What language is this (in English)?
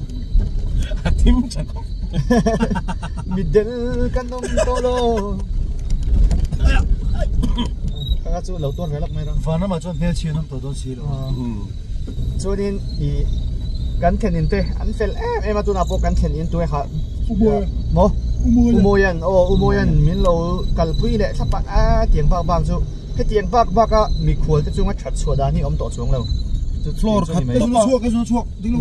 Mizo